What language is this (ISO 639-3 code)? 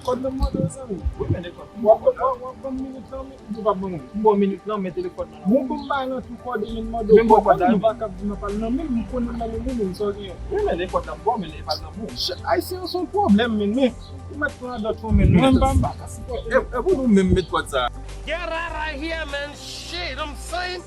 hat